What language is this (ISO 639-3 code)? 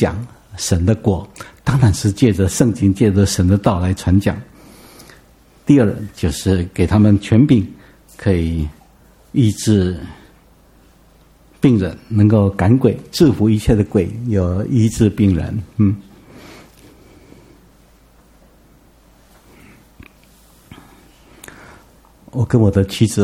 zho